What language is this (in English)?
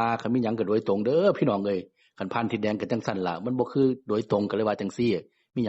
Northeastern Thai